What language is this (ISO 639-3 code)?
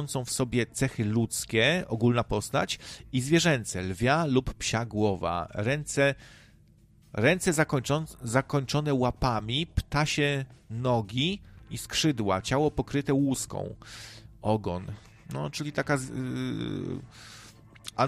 pol